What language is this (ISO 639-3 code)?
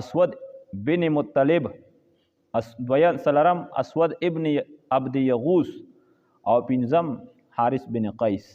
pus